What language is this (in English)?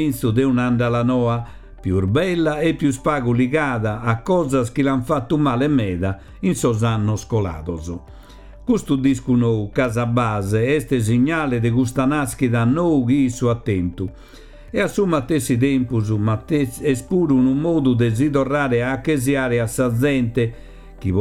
Sardinian